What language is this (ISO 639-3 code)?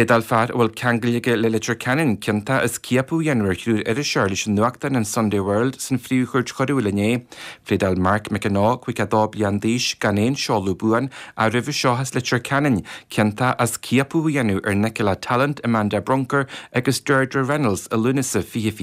gle